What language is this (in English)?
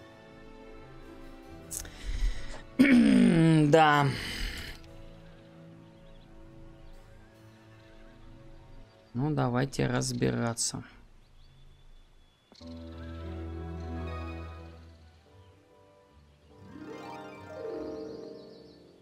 Russian